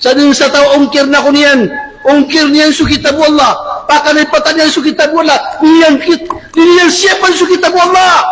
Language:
Maranao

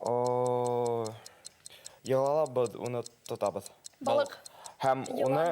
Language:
Bashkir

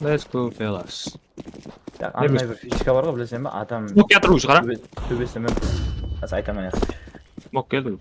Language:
Kara-Kalpak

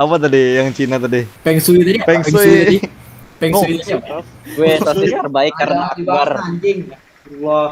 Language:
Banjar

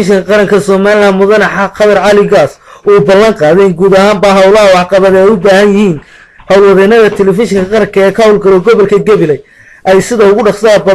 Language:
Somali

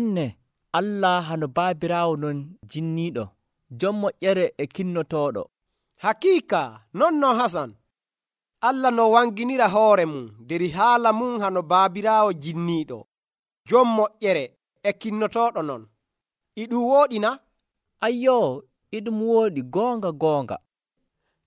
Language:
Nigerian Fulfulde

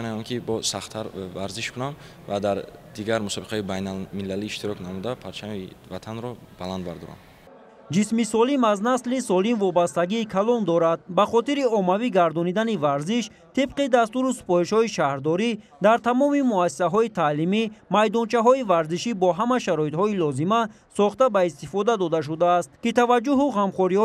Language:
Tajik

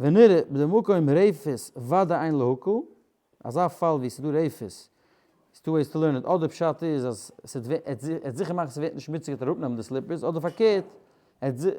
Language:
Yiddish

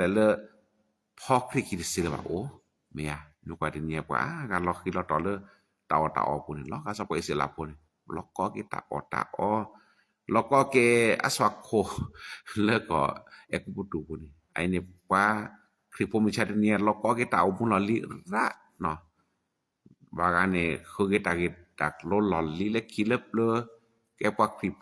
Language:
S'gaw Karen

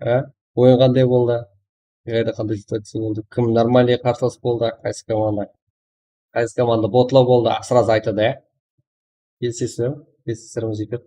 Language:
Kara-Kalpak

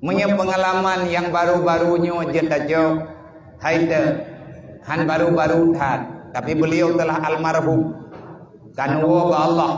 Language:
Achinese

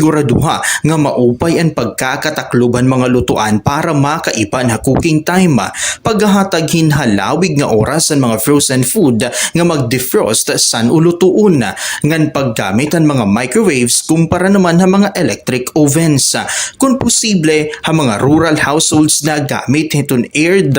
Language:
Waray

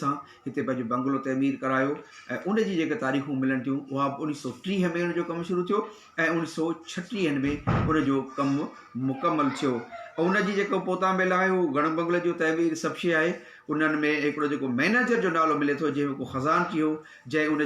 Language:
Sindhi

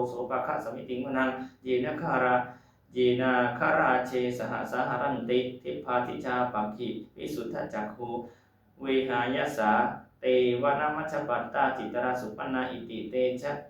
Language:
Pali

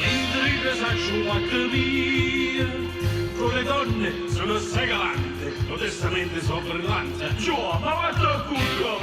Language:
Neapolitan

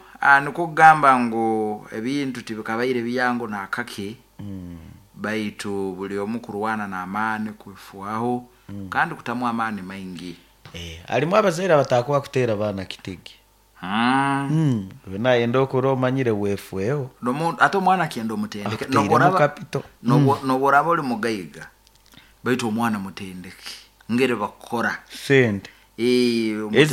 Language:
Nyoro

